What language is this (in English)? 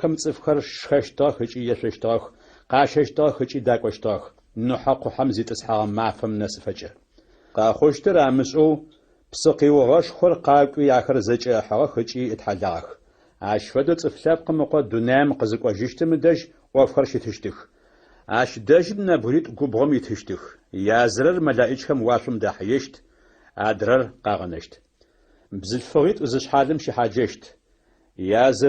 Adyghe